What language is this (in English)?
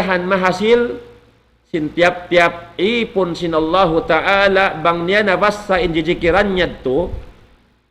Tausug